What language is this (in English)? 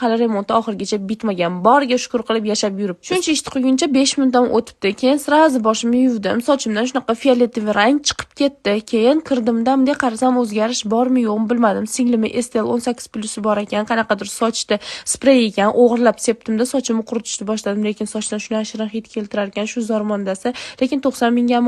Uzbek